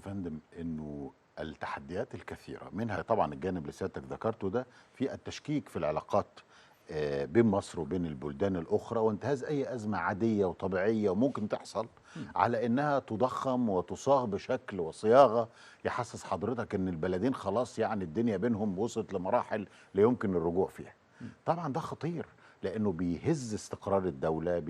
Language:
Egyptian Arabic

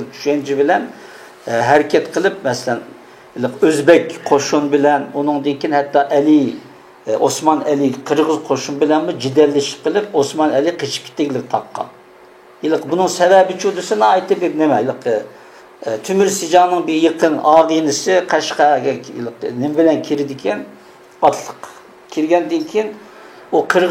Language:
Uyghur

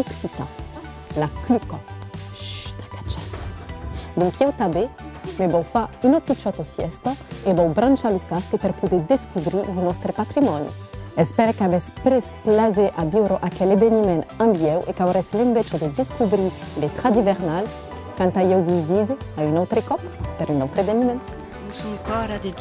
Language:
Occitan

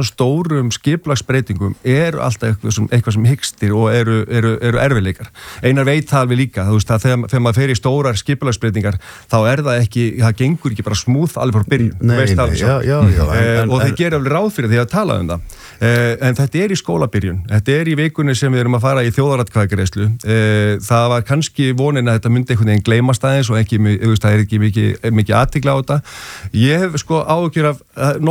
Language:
Icelandic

